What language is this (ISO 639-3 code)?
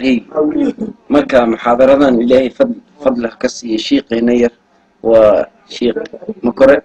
som